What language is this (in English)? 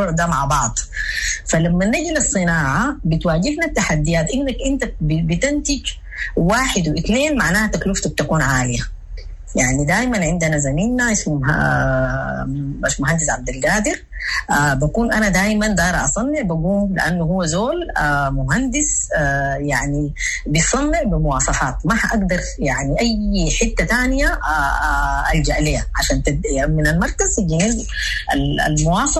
Sudanese Arabic